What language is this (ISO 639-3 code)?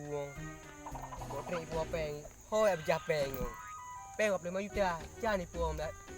ace